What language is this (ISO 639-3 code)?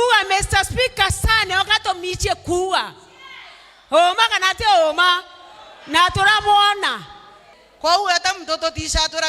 mer